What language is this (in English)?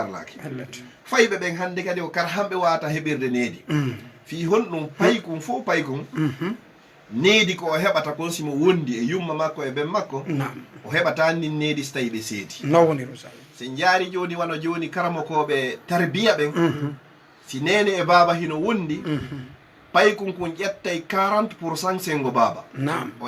Fula